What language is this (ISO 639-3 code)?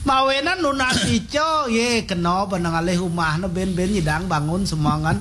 ban